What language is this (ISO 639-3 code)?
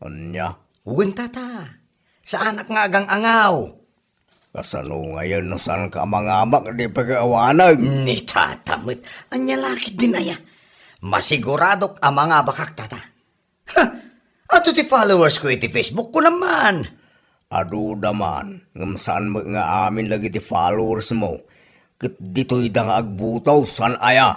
ilo